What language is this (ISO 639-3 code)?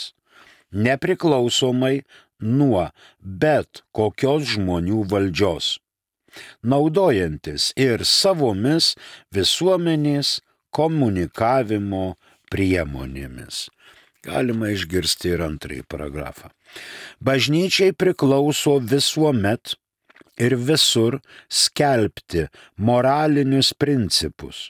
lit